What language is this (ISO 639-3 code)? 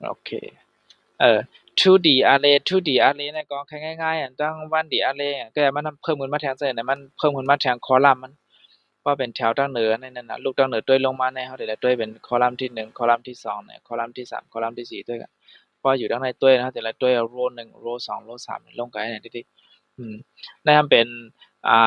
shn